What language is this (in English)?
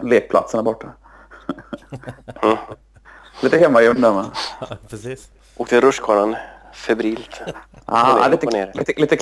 Swedish